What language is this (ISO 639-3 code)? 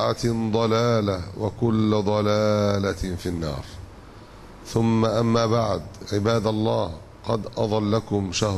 ara